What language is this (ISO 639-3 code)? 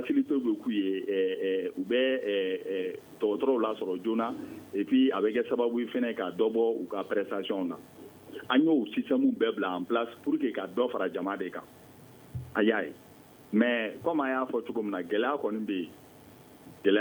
bam